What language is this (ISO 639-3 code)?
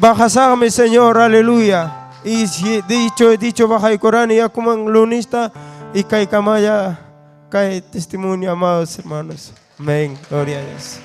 quy